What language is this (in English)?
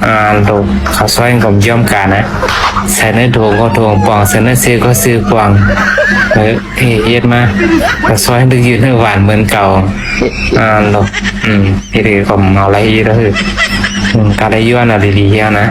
Shan